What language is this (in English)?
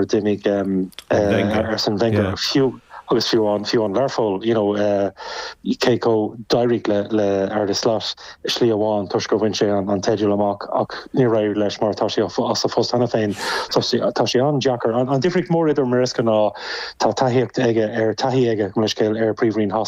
Irish